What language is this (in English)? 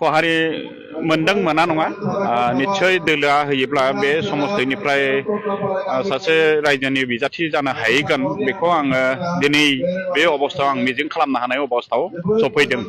Bodo